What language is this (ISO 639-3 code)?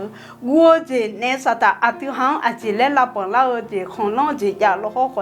ahk